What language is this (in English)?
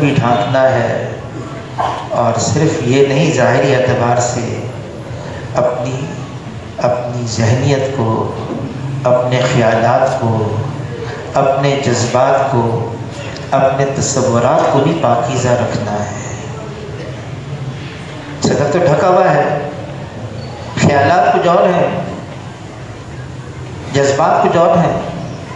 Urdu